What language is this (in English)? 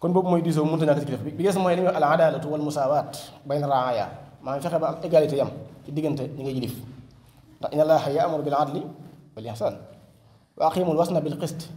Wolof